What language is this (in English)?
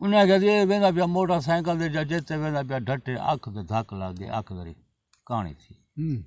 Saraiki